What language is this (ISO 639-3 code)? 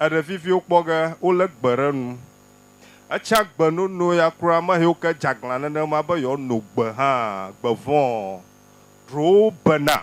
ewe